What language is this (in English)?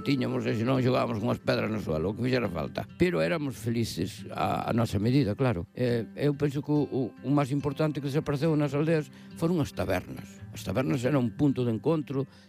Galician